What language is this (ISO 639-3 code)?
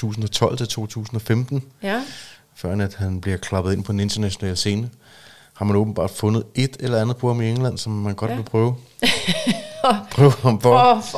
dan